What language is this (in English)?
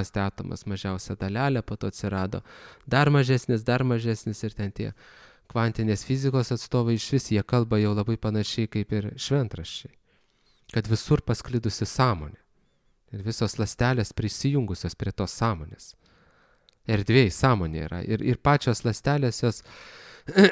Lithuanian